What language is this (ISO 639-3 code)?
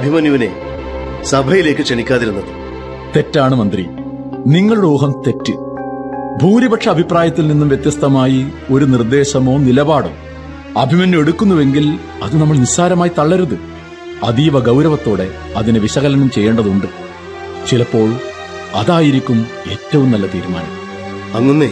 mal